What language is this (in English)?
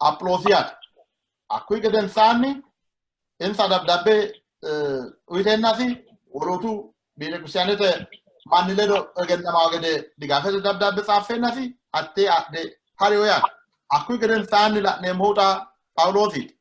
Sidamo